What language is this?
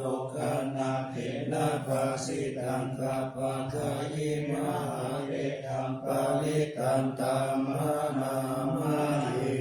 Pali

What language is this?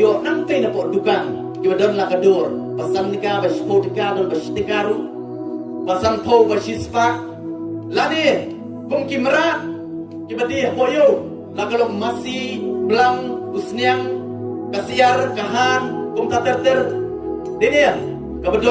Khasi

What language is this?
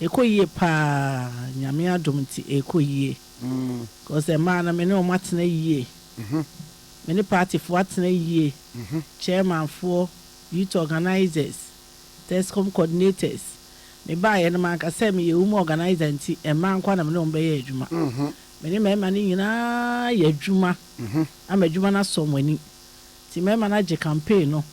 Akan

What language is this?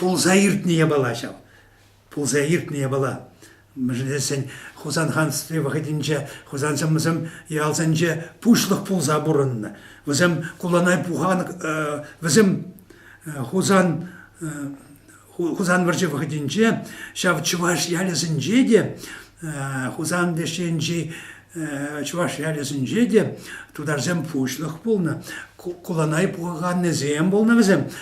Chuvash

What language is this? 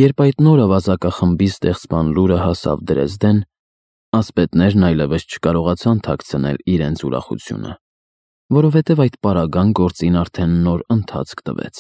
Armenian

